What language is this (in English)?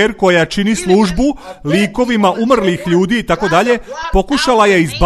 Serbian